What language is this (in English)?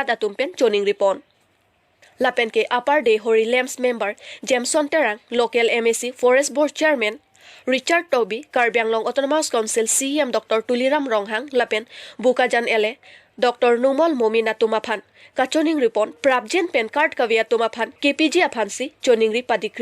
Karbi